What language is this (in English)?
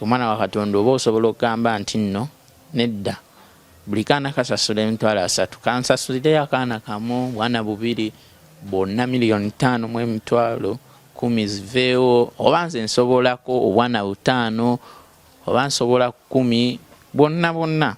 Ganda